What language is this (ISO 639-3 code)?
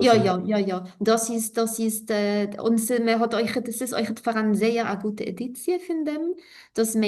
yid